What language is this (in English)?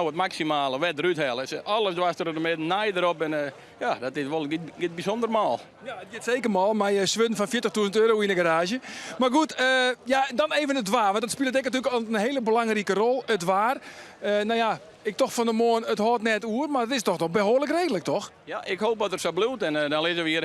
Western Frisian